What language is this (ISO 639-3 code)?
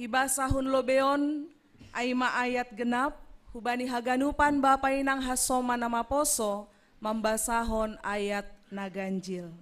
bts